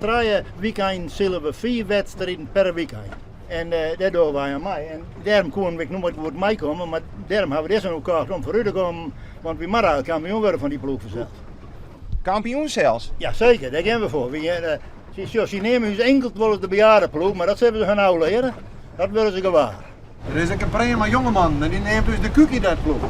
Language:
Western Frisian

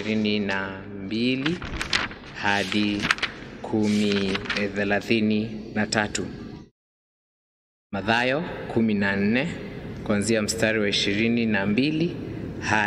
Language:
Swahili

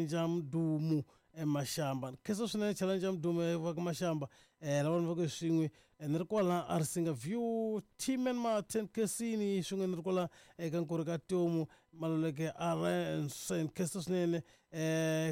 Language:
Tsonga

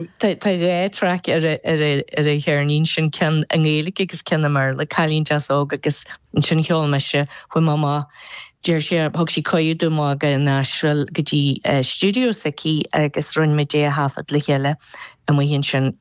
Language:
Irish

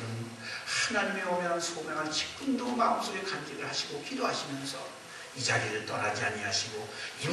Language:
Korean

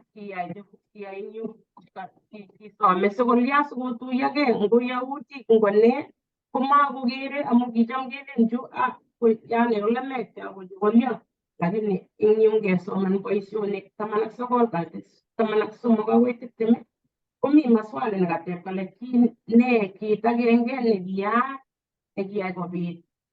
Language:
Kalenjin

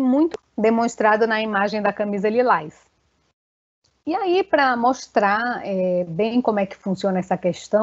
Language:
Portuguese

